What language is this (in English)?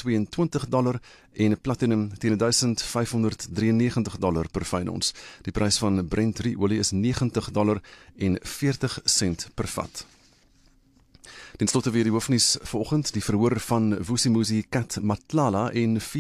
Afrikaans